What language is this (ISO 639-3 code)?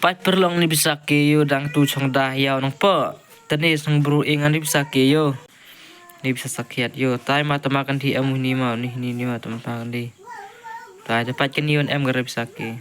kha